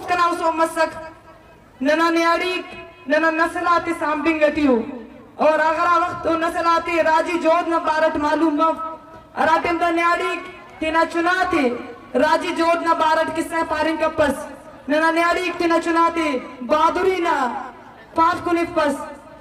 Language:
Eastern Balochi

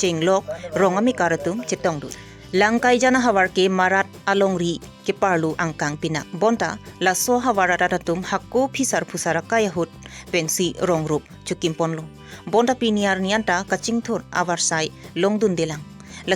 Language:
Karbi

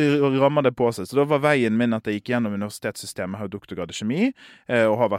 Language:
Norwegian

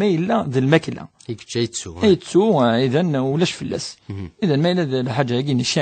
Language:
Kabyle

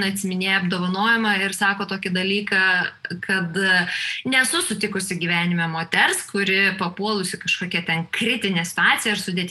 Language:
Lithuanian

